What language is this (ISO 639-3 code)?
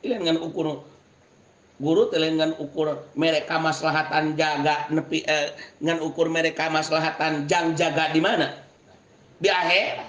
sun